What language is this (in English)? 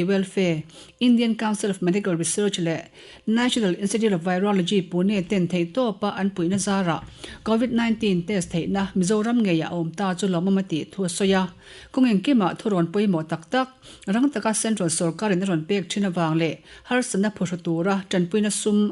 Mizo